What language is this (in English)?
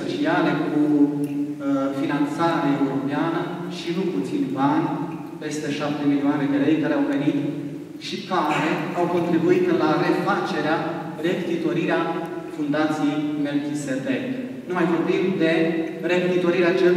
Romanian